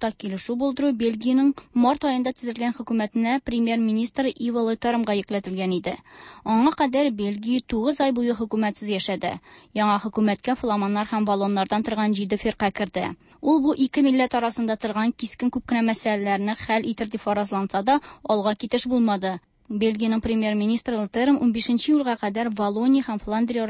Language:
Tatar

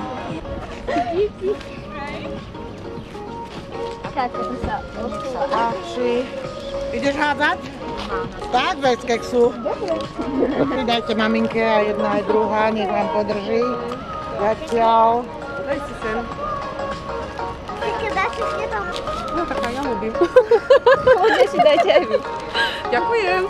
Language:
Slovak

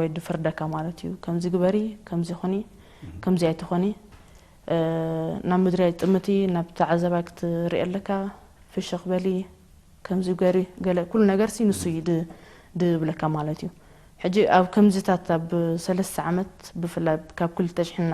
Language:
Tigrinya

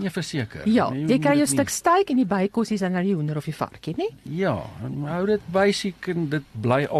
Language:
Afrikaans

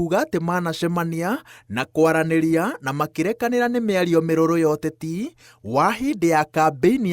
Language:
Kikuyu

